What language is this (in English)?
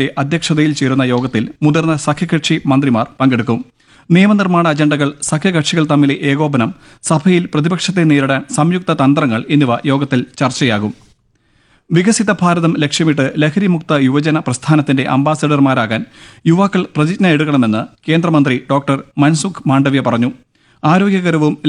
Malayalam